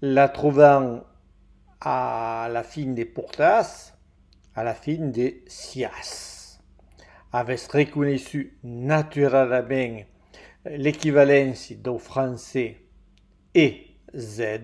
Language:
Occitan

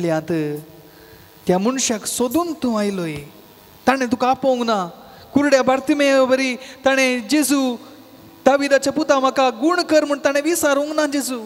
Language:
Konkani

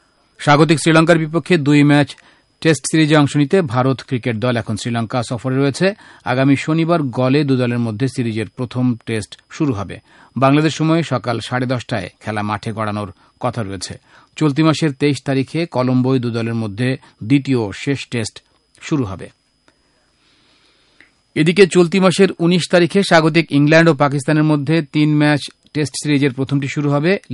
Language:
Bangla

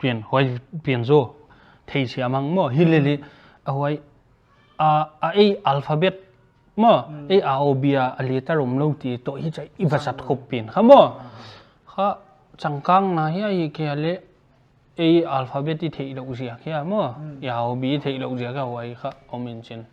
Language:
Paite Chin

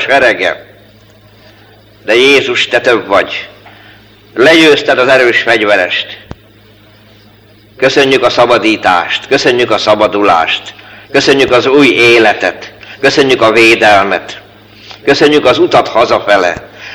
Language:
Hungarian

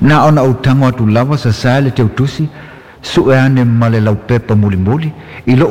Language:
Samoan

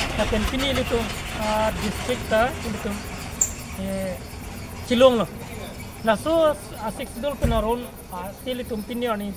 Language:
Karbi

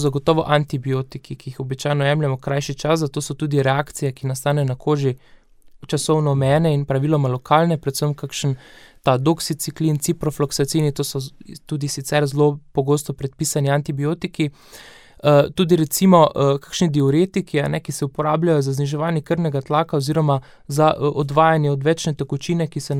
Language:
Slovenian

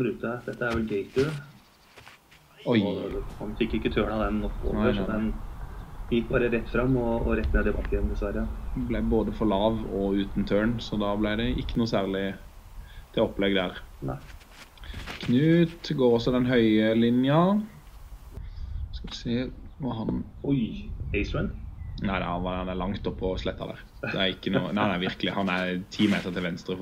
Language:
Norwegian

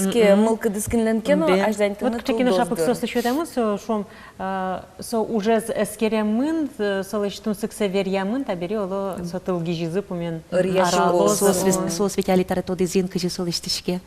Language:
Udmurt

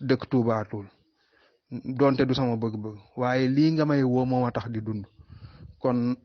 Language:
Wolof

